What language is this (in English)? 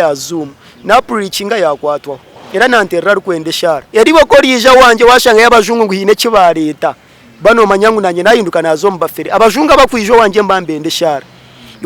Nyankole